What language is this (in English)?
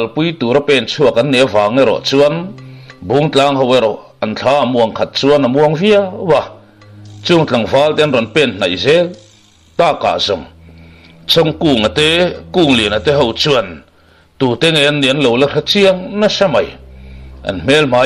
Mizo